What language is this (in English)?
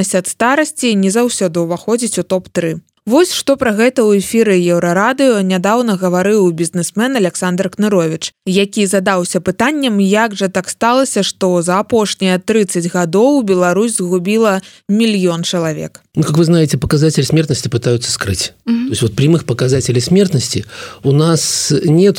Belarusian